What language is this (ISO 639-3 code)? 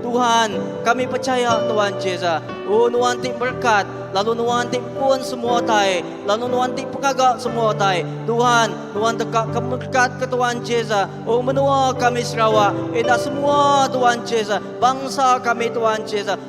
iba